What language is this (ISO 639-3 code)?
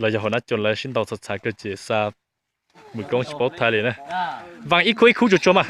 hmn